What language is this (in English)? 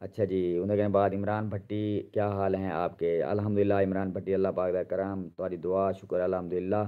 Saraiki